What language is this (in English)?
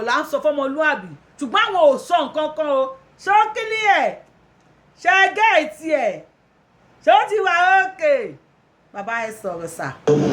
Yoruba